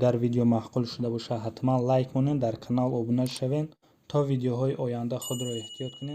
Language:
Tajik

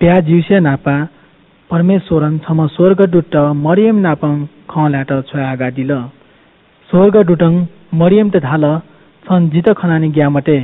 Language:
Newari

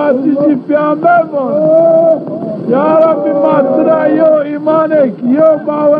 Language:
Zaza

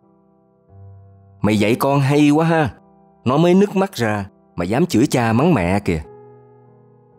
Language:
Vietnamese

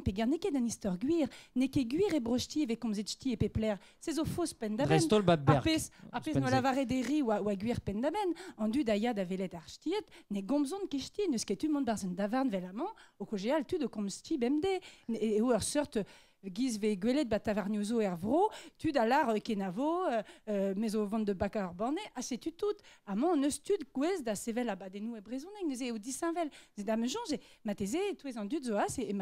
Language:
Breton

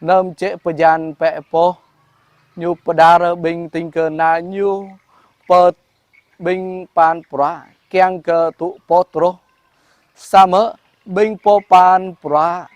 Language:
Jarai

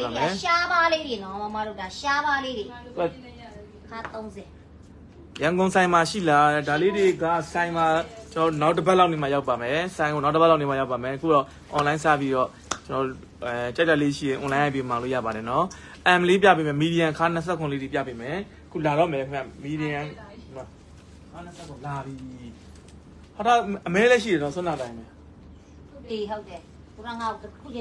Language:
Burmese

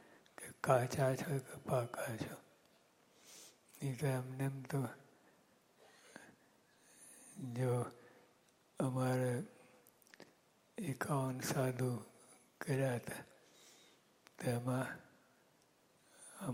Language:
Gujarati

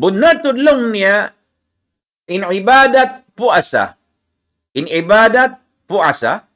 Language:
Tausug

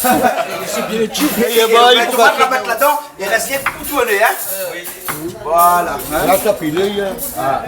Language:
Réunion Creole French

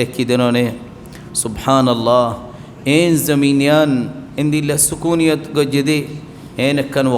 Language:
Rohingya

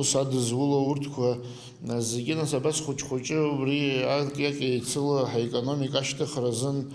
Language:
Abkhazian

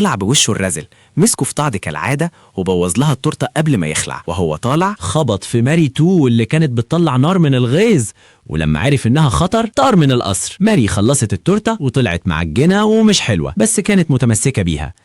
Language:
Egyptian Arabic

